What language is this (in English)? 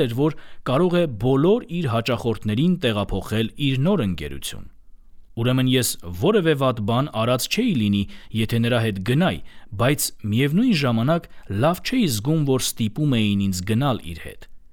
Armenian